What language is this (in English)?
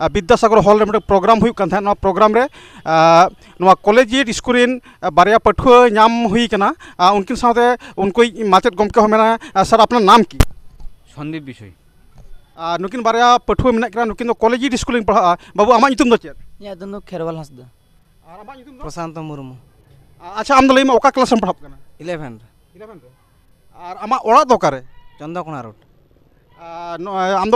Santali